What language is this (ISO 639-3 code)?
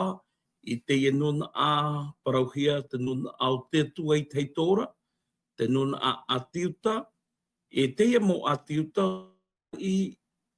tah